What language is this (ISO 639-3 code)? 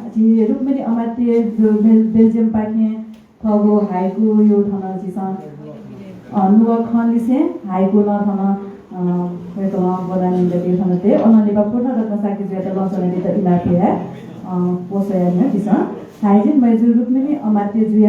new